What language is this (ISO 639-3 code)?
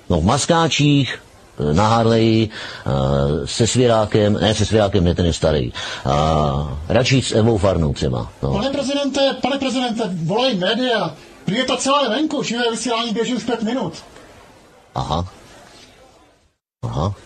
ces